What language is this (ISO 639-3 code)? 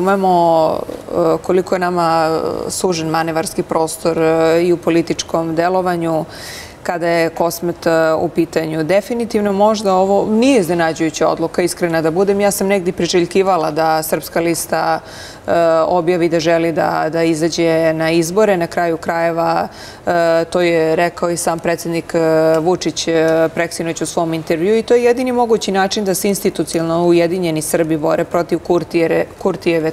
srp